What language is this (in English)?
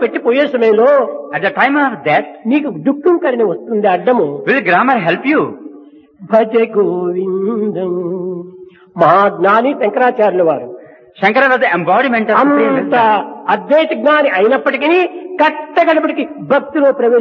Telugu